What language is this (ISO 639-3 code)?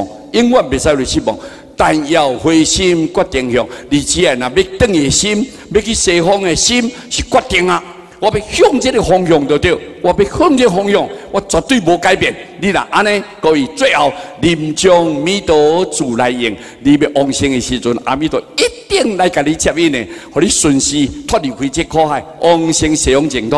nan